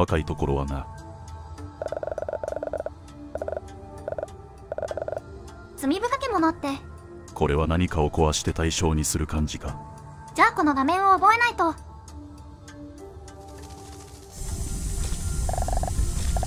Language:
Japanese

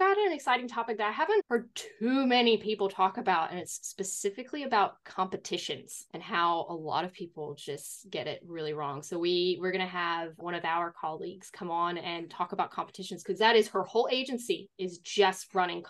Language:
English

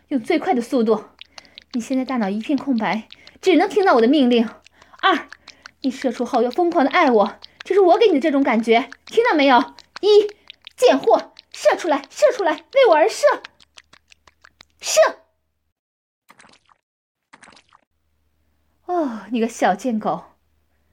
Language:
Chinese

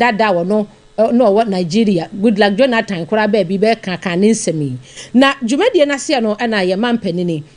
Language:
Akan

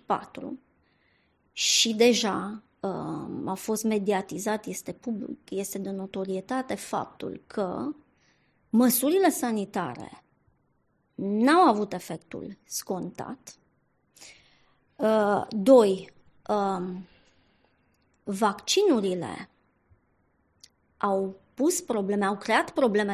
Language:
Romanian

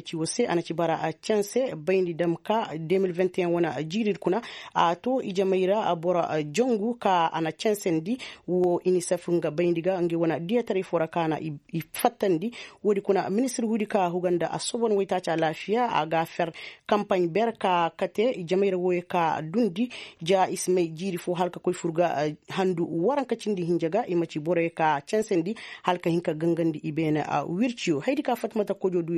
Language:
Koyraboro Senni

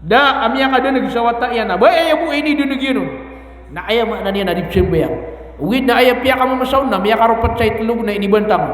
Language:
Maranao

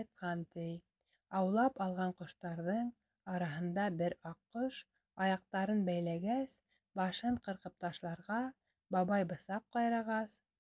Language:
Bashkir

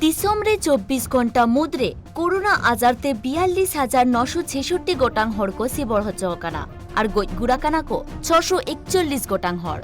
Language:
Santali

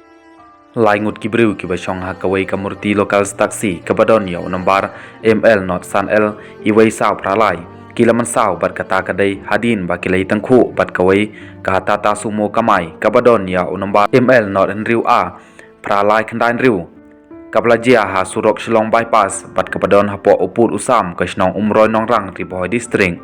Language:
Khasi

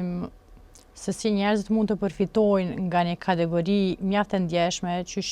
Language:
Albanian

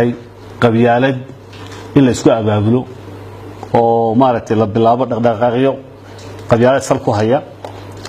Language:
Somali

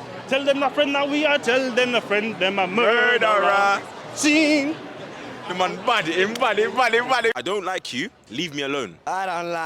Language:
Jamaican Creole English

